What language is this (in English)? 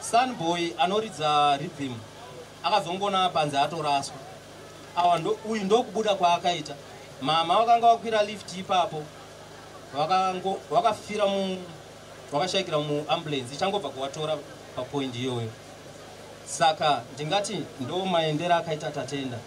Shona